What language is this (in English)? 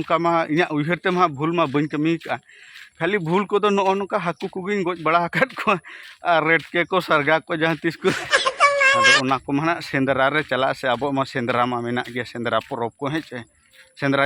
Santali